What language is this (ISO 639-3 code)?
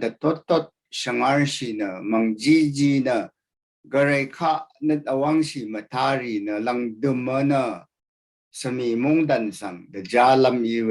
raw